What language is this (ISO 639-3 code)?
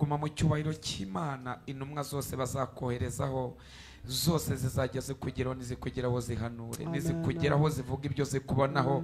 kin